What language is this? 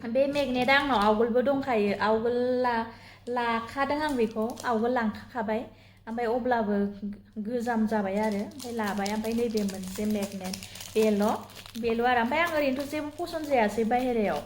Bodo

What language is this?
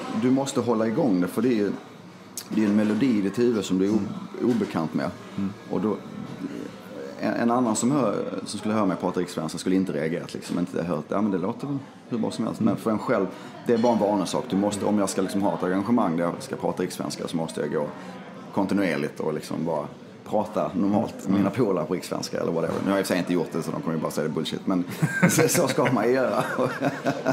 Swedish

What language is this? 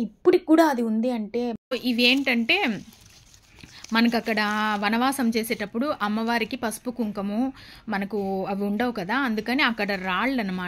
Telugu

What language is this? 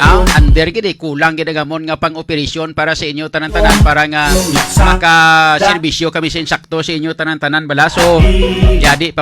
Hiligaynon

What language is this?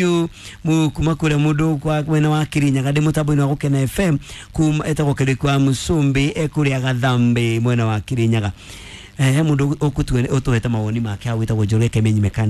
Kikuyu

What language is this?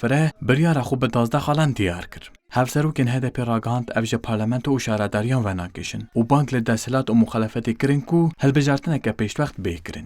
Kurdish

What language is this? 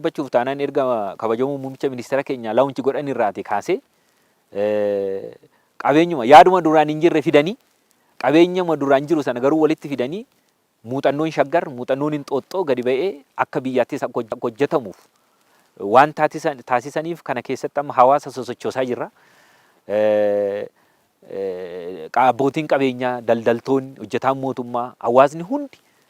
Oromo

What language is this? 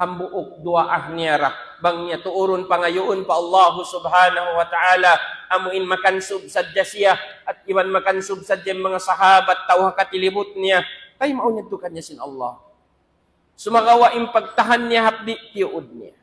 Tausug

